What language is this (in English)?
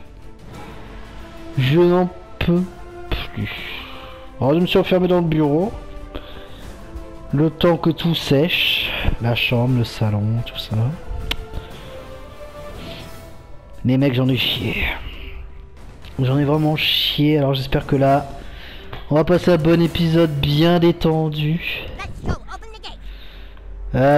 French